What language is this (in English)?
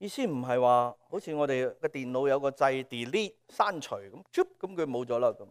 Cantonese